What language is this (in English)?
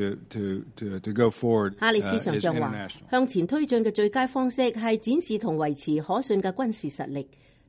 Cantonese